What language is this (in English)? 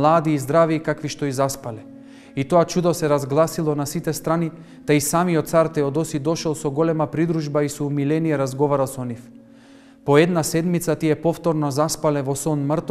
Macedonian